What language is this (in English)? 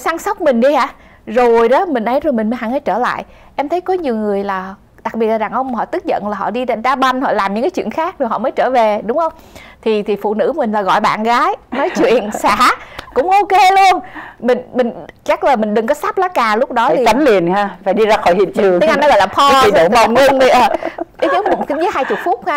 Vietnamese